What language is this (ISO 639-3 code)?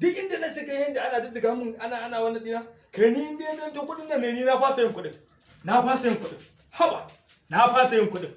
hau